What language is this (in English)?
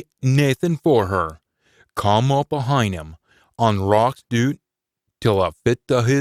Scots